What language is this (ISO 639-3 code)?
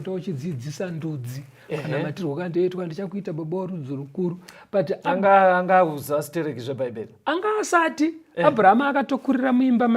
sna